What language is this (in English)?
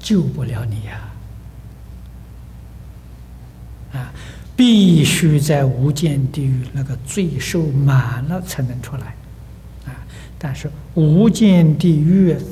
Chinese